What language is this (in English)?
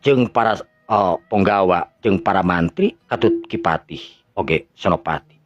Sundanese